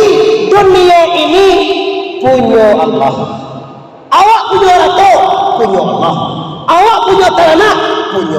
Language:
Minangkabau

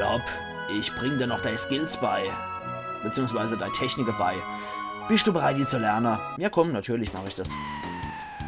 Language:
Palatine German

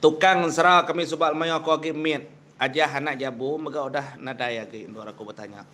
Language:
Iban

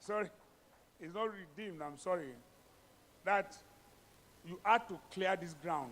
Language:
Ewe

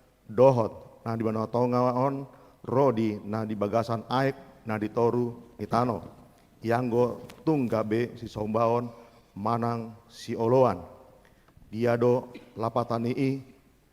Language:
Batak Toba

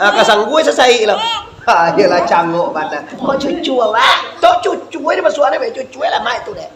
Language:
Minangkabau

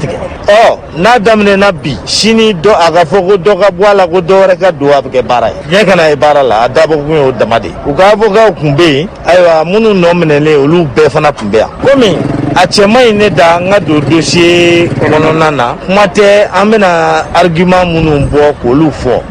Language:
Bambara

